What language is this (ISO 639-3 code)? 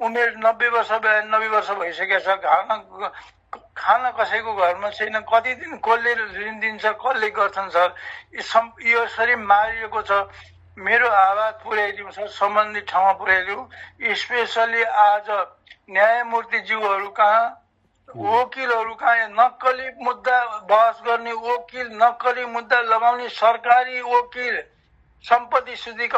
nep